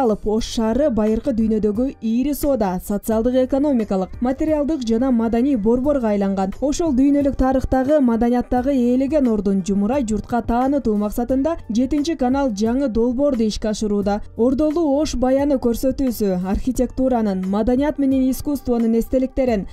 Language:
Kyrgyz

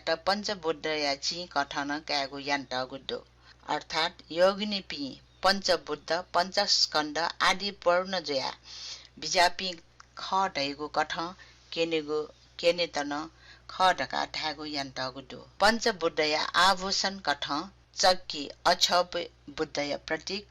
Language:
Newari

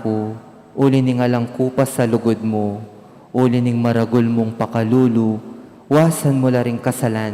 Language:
Pampanga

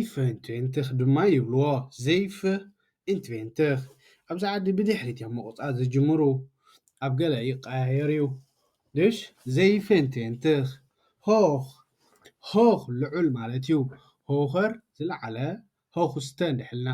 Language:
Tigrinya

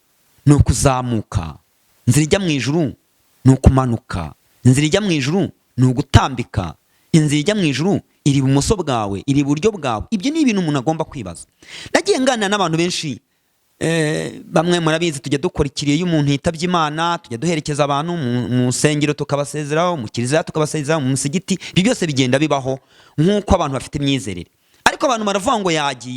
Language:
Kinyarwanda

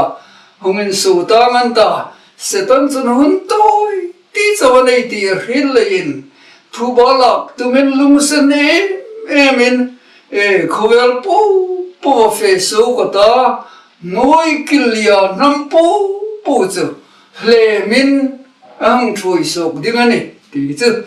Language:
Hmar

